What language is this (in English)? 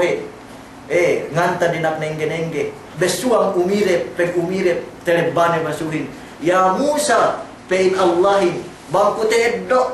Yakan